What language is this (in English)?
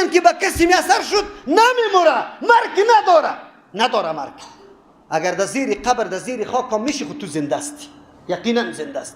Persian